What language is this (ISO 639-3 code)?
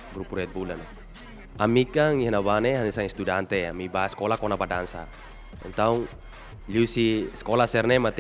tet